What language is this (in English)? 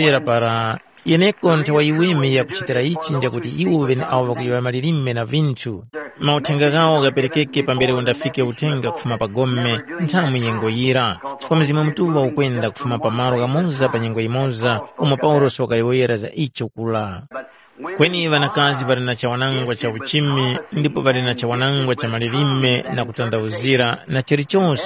Tumbuka